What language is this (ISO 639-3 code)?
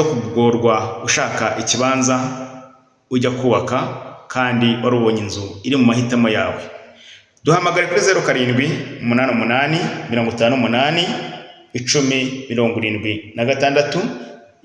kin